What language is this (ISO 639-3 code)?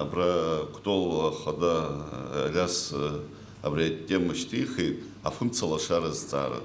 abk